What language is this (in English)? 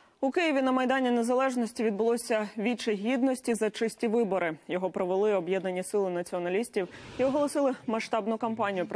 Ukrainian